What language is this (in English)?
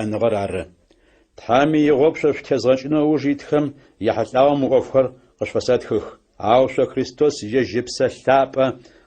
Adyghe